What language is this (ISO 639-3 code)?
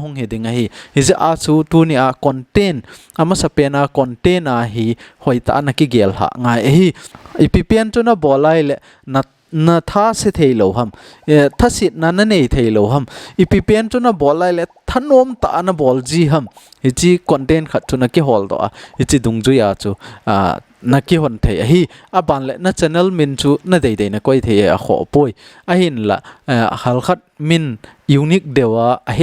tcz